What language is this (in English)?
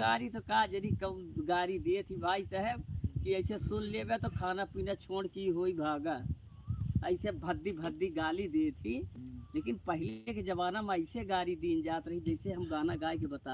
Awadhi